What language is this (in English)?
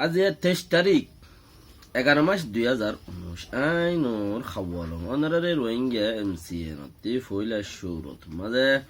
Rohingya